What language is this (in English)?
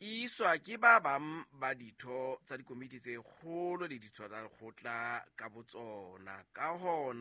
Southern Sotho